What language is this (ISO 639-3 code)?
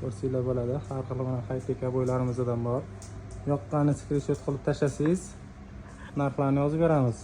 uzb